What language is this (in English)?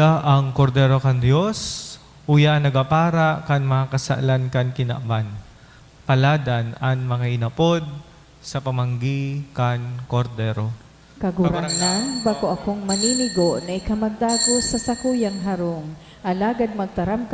Bikol